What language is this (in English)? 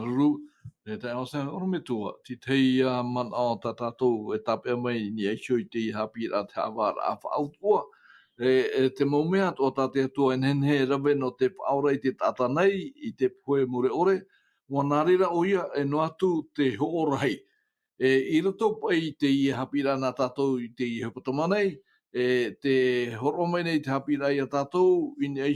Tahitian